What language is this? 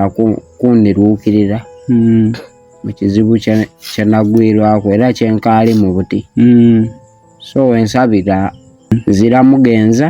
Soga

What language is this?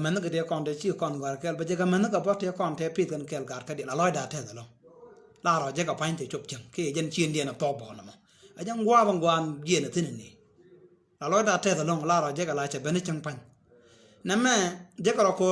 Nuer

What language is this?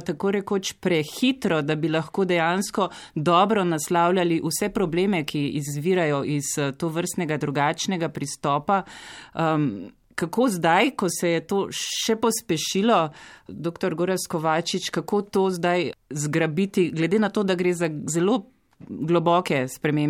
Slovenian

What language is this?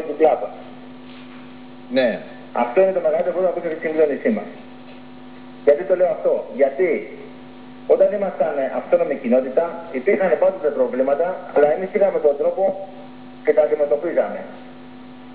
Greek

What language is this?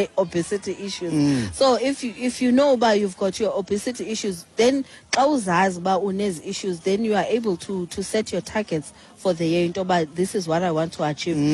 Xhosa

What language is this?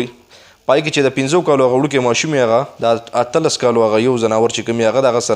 Pashto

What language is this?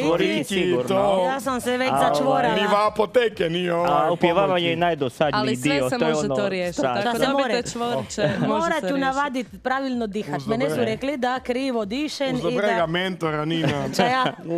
Croatian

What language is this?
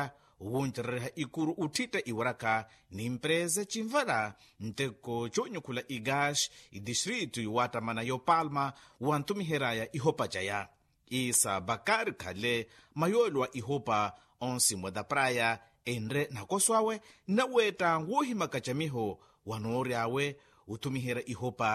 Makhuwa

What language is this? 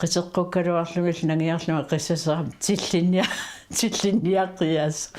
Kalaallisut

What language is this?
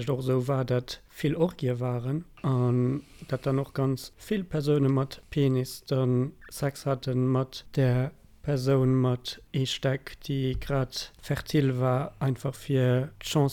Luxembourgish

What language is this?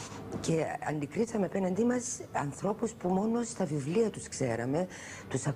Greek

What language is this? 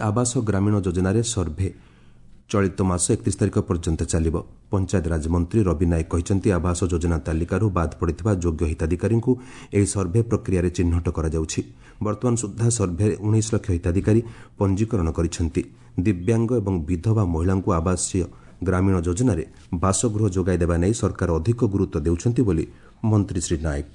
Odia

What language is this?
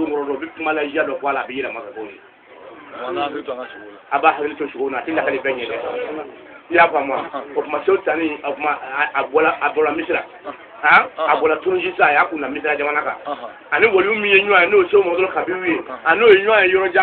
Bambara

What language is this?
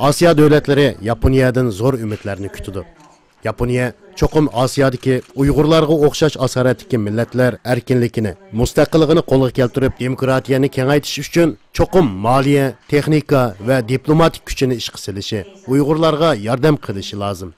Uyghur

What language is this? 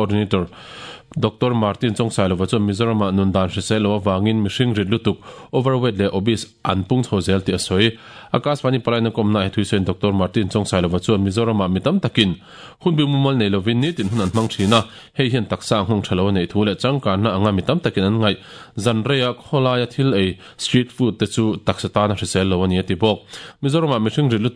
Mizo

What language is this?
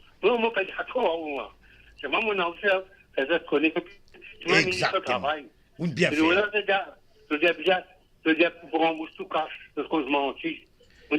Morisyen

